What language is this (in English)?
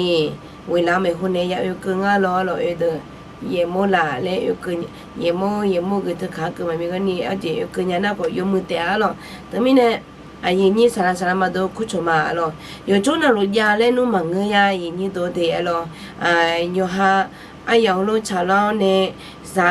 Akha